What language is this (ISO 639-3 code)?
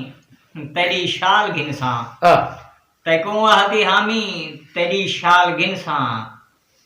skr